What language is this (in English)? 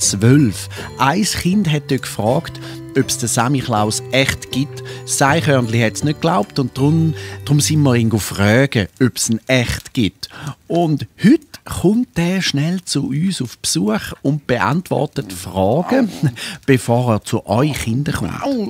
Swiss German